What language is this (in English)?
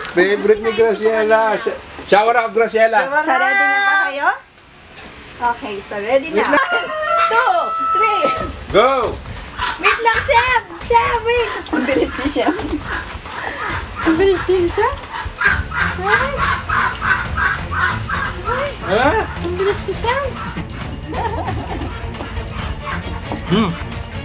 Filipino